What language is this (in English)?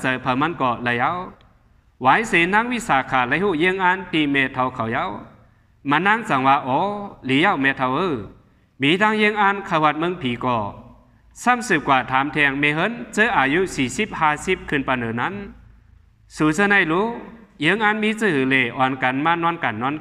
Shan